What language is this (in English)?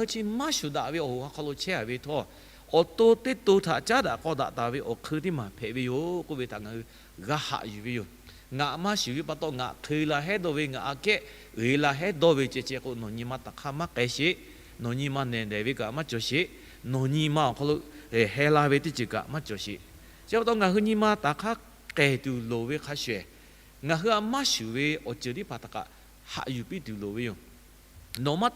Lahu